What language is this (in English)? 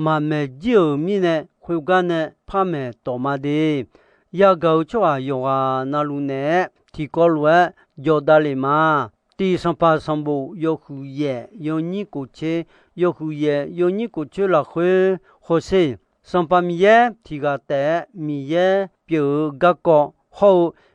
Akha